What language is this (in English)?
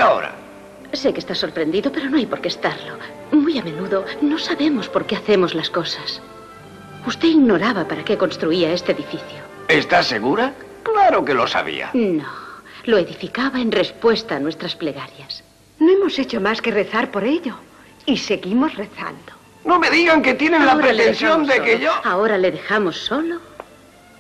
Spanish